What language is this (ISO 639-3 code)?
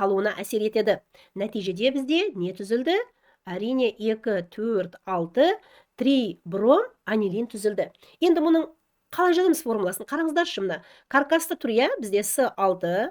kaz